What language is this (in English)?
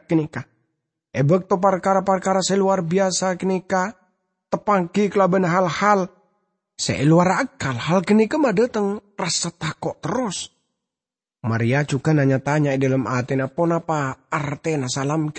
Madurese